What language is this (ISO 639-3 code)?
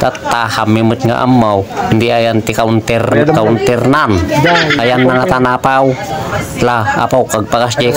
ilo